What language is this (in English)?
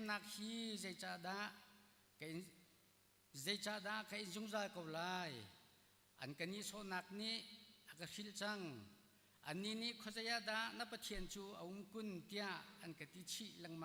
Hakha Chin